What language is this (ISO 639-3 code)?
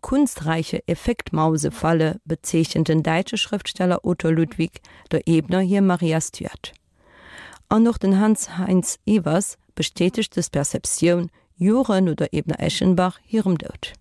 ltz